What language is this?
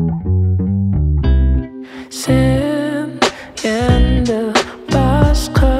Kazakh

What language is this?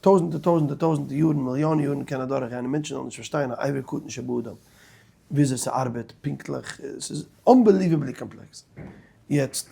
Yiddish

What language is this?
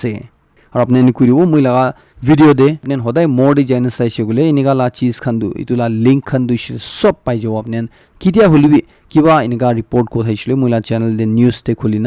Naga Pidgin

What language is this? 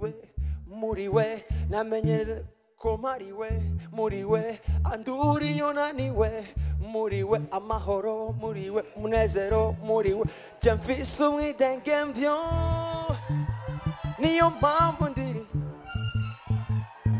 Rundi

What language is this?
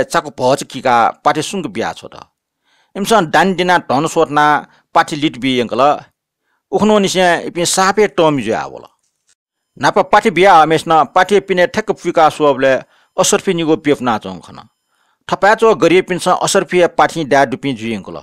Newari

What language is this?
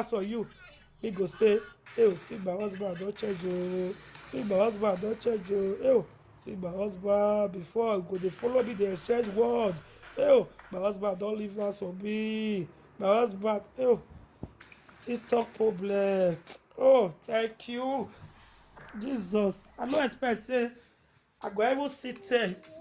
Nigerian Pidgin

